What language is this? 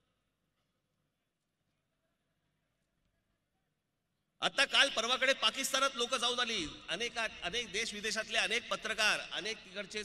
Marathi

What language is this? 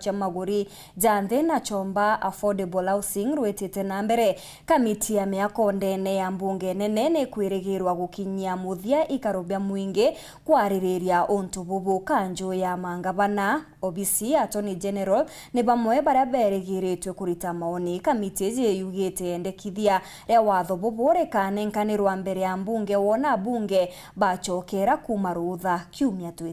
Meru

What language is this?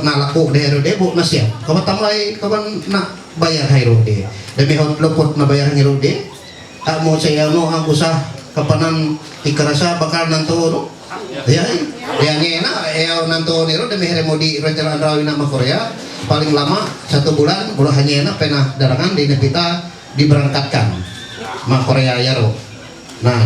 Ma'anyan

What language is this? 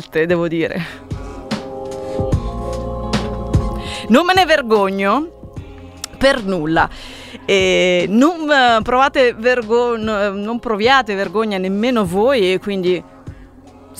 Italian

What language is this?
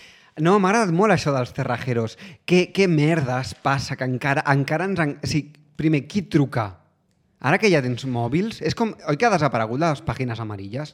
Catalan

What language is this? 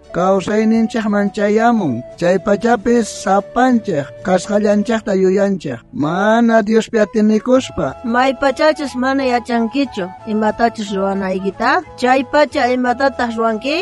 South Bolivian Quechua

